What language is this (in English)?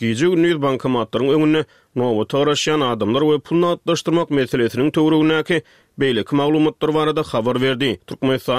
Turkmen